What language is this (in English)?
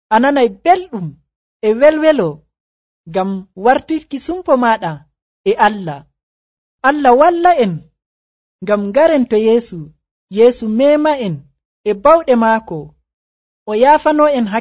Nigerian Fulfulde